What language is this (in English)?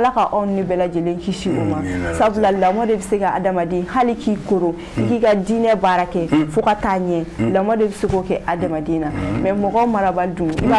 Bambara